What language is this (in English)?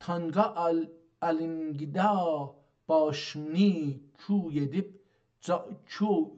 South Azerbaijani